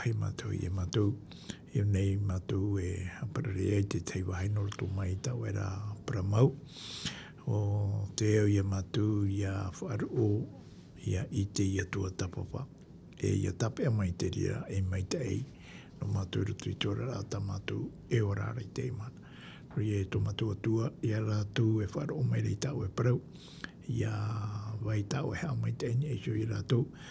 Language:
Tahitian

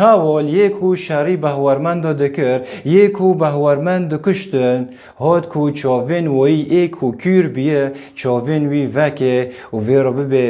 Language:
Kurdish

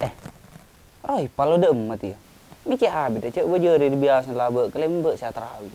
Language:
Madurese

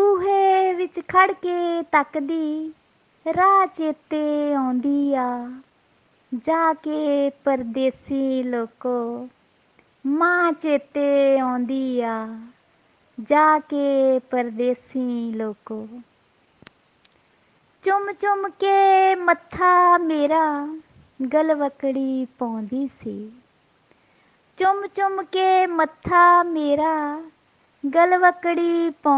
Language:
Punjabi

